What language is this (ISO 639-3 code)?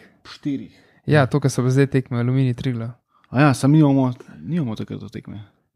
slv